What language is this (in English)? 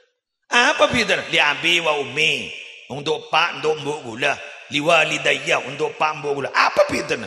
Madurese